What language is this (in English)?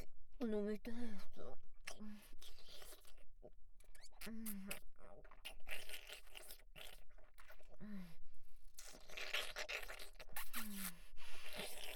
Japanese